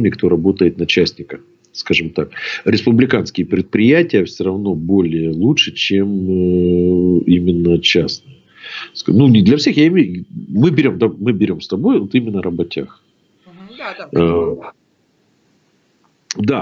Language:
Russian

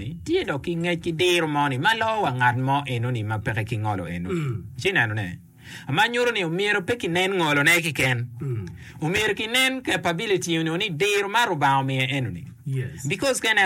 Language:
Acoli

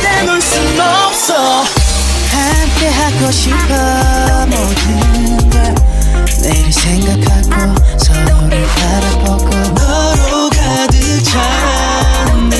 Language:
Korean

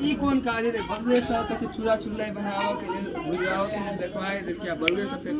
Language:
Maithili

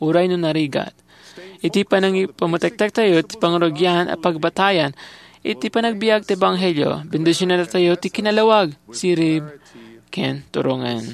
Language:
Iloko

